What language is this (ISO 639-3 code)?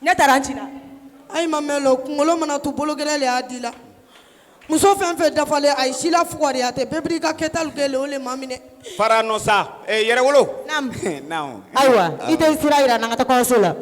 bam